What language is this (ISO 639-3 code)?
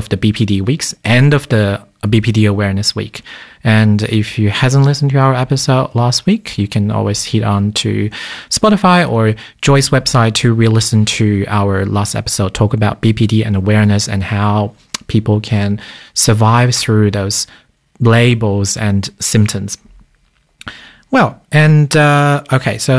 eng